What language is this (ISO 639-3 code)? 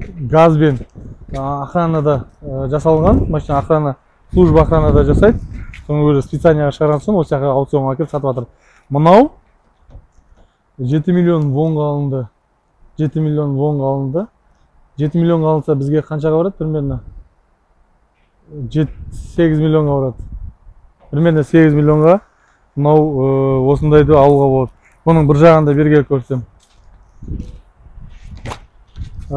kaz